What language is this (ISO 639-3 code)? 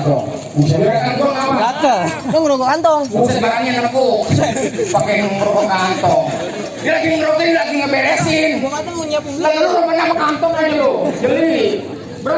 bew